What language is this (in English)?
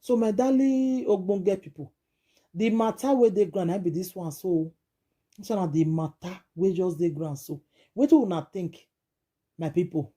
Nigerian Pidgin